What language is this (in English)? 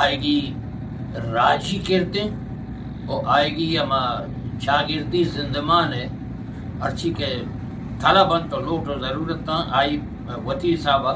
Eastern Balochi